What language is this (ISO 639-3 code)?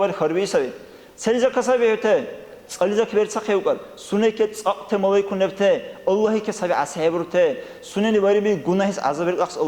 dar